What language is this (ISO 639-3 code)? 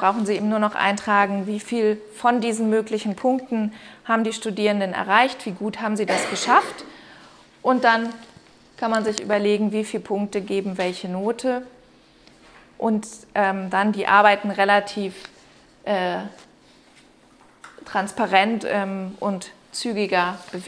deu